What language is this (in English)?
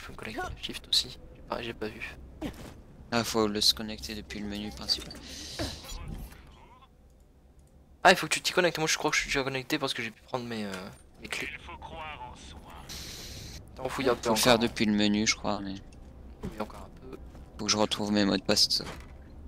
French